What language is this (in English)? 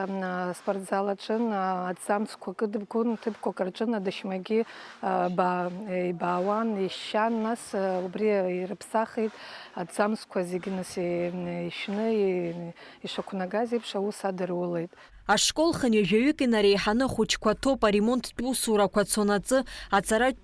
Abkhazian